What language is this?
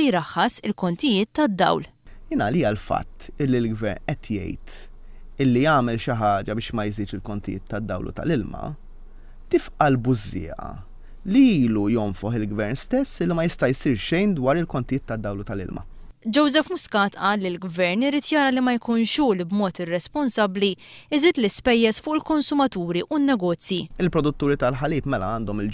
Maltese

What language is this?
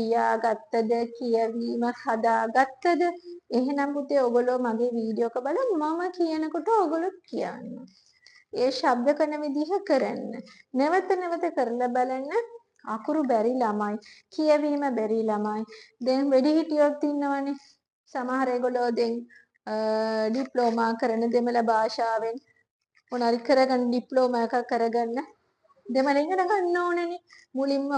Sinhala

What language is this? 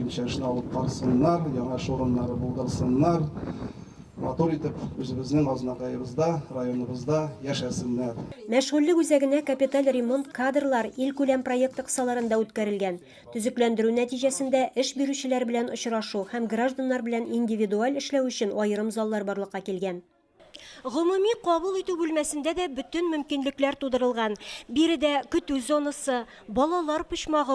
Tatar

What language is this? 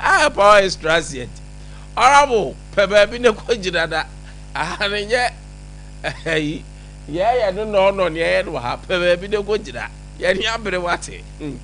Akan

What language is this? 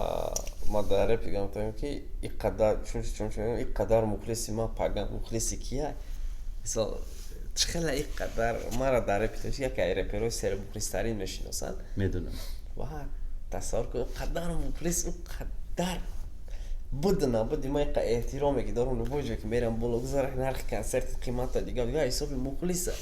Tajik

